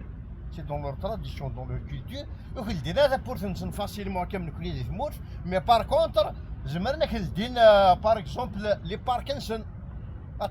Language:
Kabyle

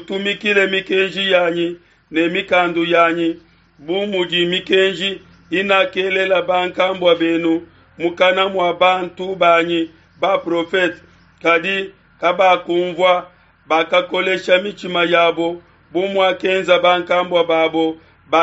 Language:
Luba-Lulua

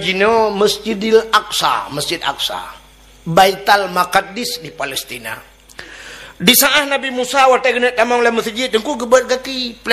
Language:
Achinese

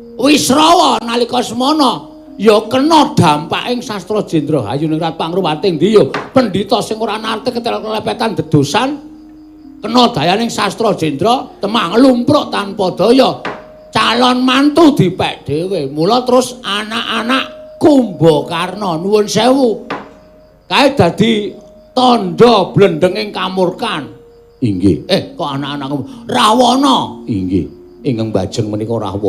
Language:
Javanese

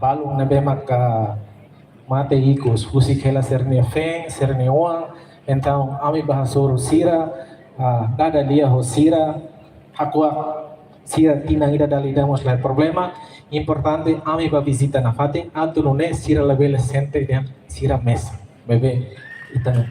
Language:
Tetum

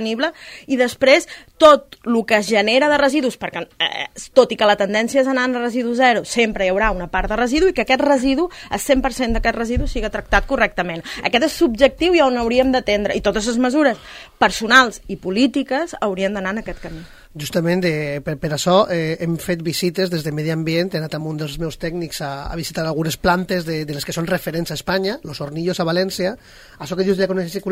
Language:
Catalan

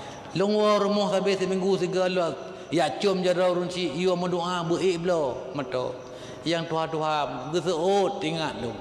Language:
Achinese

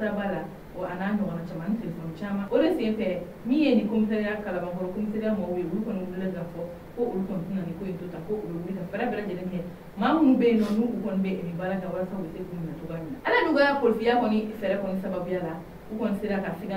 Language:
Bambara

